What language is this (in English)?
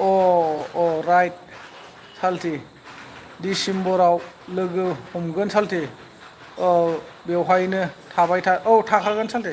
Bodo